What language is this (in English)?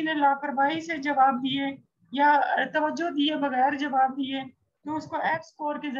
Urdu